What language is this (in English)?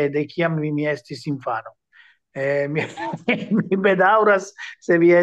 Esperanto